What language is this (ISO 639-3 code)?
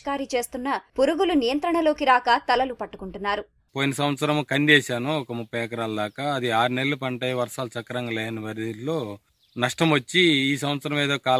tel